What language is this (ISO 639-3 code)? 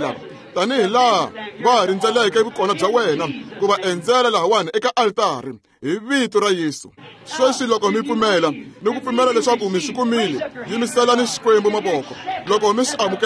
tso